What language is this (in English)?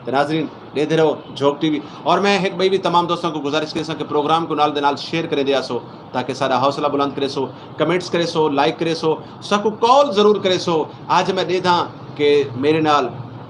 Saraiki